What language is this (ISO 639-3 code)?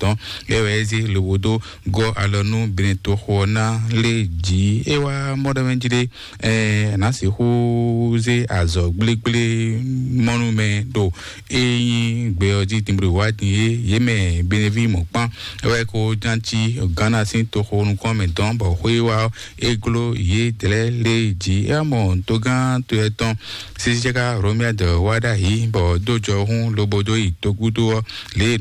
fon